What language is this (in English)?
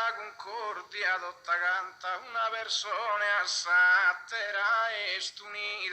Sardinian